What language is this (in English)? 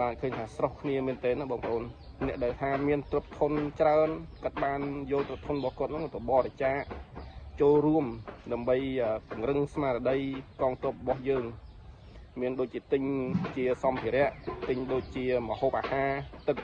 Khmer